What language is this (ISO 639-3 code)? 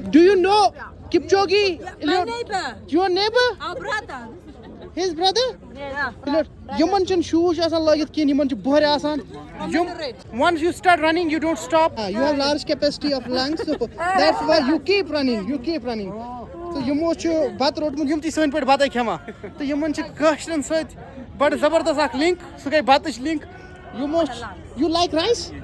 kas